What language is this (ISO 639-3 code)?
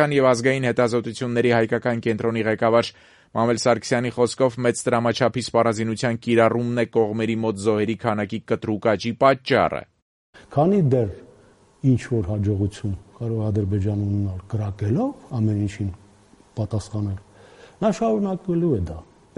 hye